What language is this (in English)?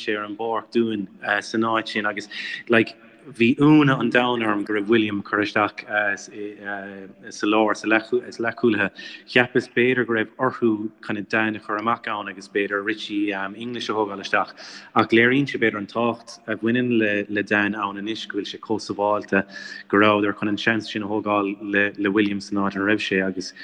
Irish